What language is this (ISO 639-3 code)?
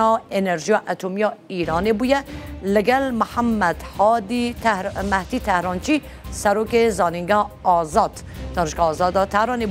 kur